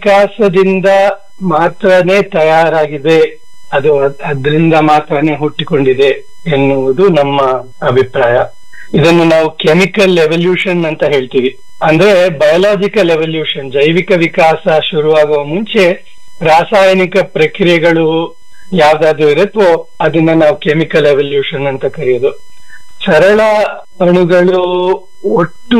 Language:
Kannada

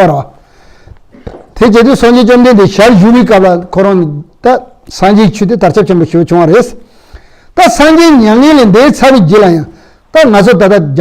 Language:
Tibetan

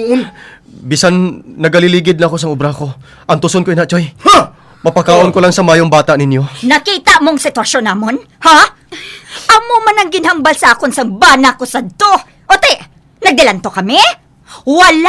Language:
Hiligaynon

